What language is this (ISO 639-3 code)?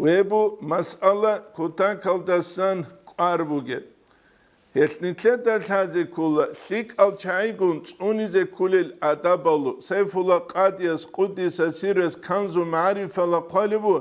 ava